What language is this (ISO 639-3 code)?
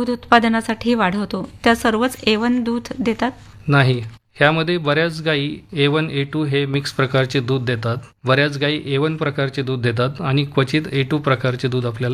mar